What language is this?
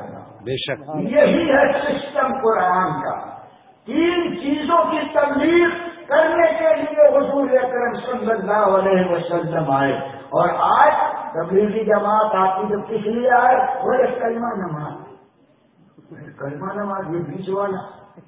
Urdu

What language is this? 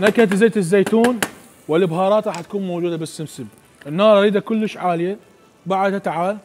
Mesopotamian Arabic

